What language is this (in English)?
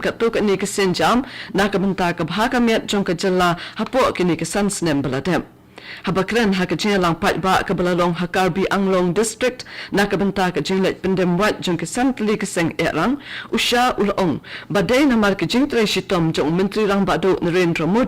Khasi